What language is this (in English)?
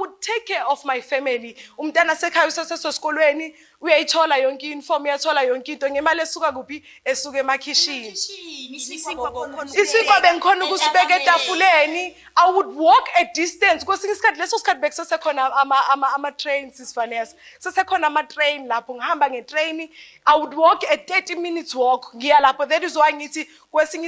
Zulu